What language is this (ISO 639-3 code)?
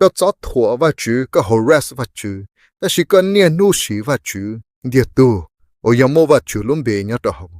hmn